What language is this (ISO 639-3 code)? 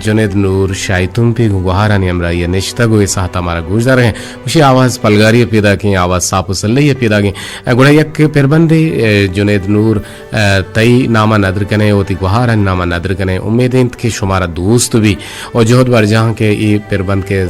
bgp